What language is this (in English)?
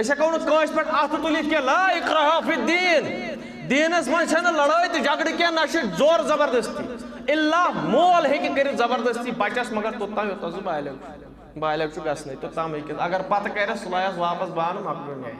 Kashmiri